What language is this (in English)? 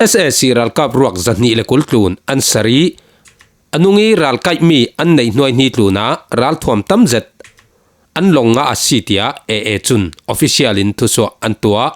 Falam Chin